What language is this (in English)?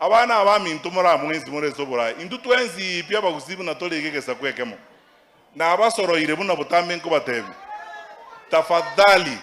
Gusii